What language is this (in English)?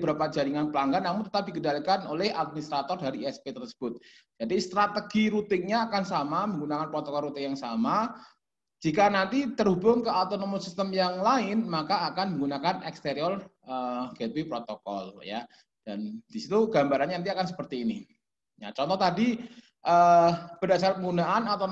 Indonesian